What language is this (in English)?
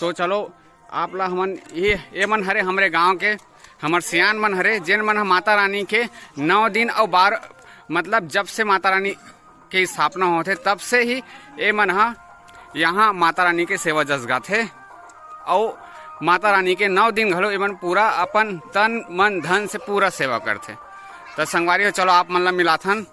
Chhattisgarhi